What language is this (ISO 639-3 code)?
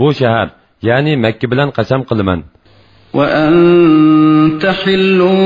uig